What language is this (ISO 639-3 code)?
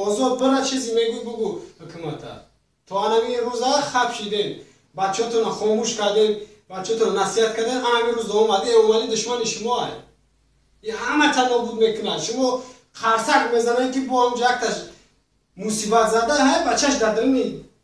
tgk